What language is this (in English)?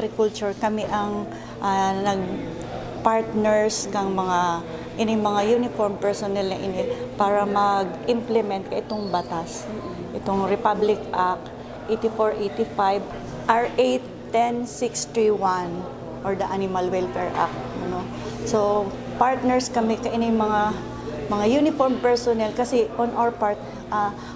Bikol